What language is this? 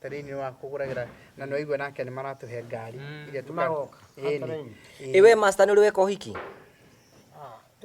Kikuyu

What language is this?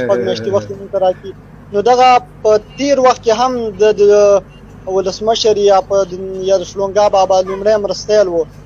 Pashto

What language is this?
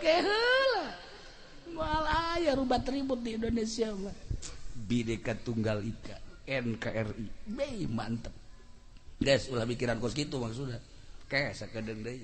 Sundanese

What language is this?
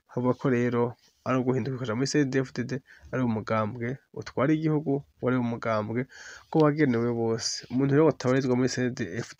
Rundi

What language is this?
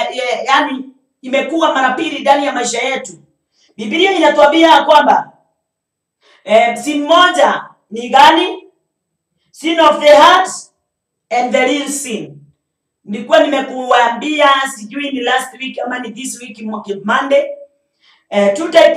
Swahili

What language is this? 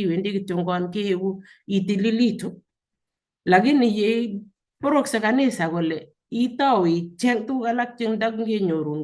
Kalenjin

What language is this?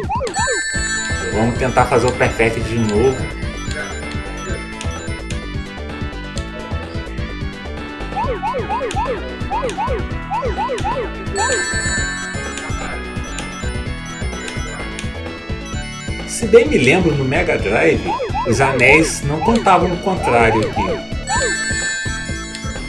Portuguese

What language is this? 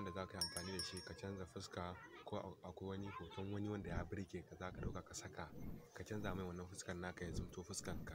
Hausa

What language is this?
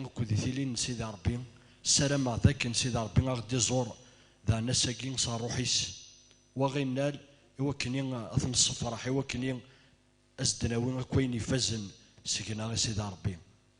Kabyle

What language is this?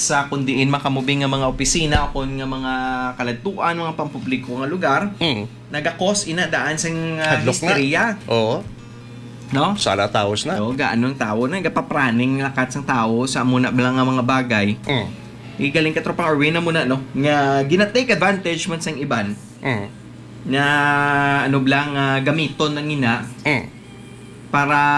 Hiligaynon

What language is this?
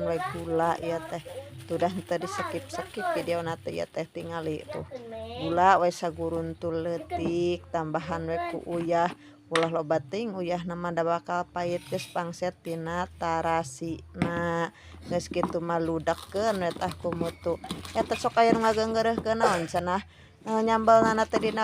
Sundanese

